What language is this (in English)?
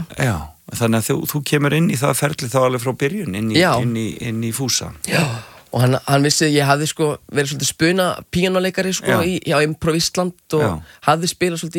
Icelandic